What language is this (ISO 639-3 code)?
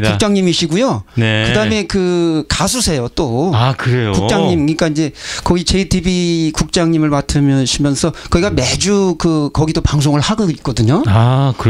kor